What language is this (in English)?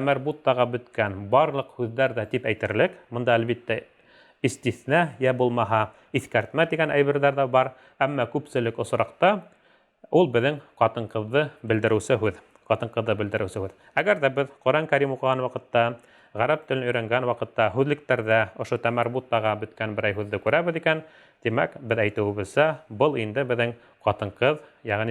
Bashkir